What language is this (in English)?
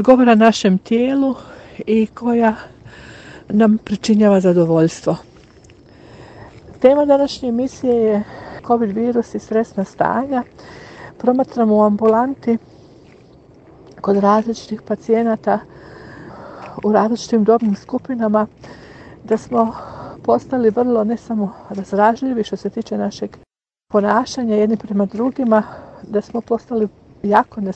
Croatian